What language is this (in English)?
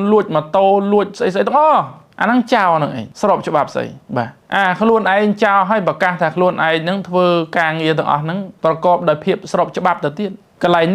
Khmer